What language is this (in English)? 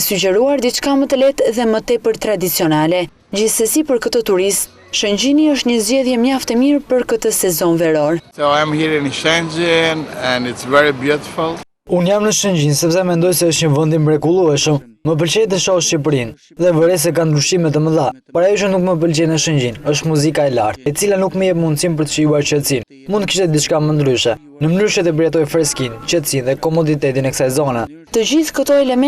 Albanian